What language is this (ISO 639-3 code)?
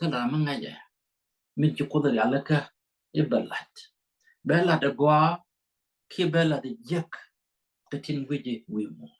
nus